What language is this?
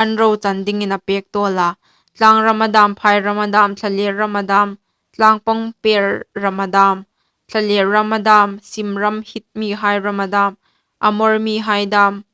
Hmar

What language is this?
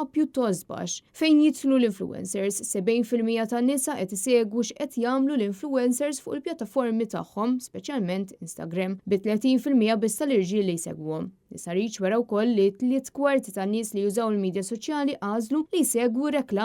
Maltese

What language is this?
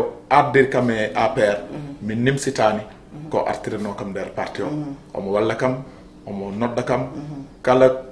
Fula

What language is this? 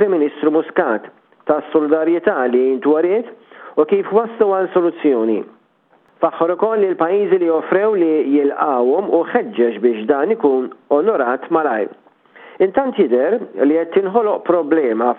Maltese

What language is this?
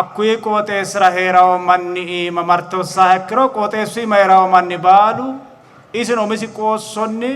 Sidamo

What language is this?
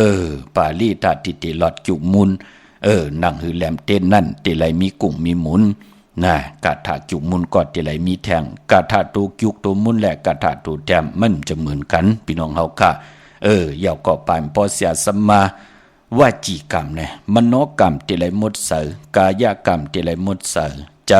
Shan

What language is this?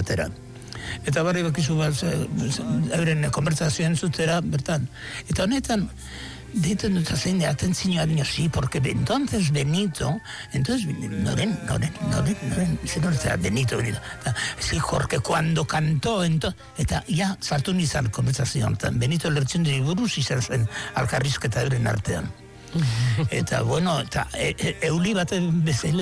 Basque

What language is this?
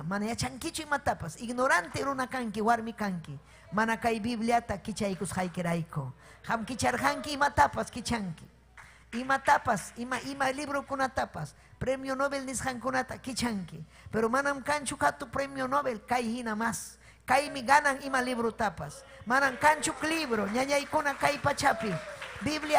Ayacucho Quechua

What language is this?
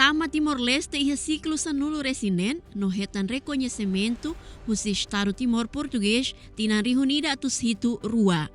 Tetum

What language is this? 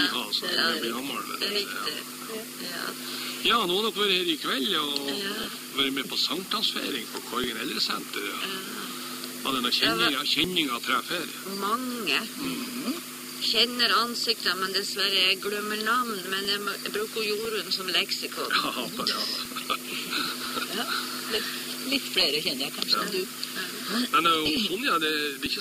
Norwegian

